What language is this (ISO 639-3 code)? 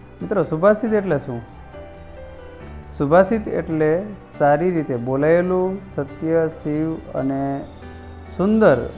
guj